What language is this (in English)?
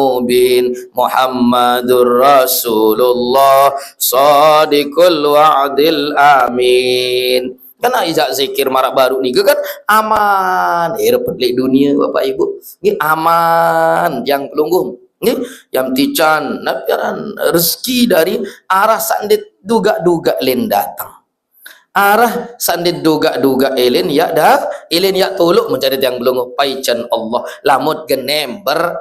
Sasak